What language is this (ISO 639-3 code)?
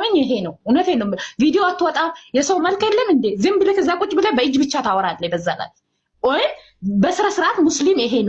amh